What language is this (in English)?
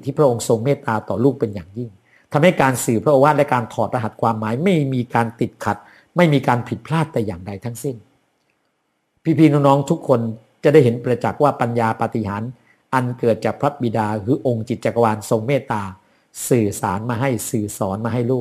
Thai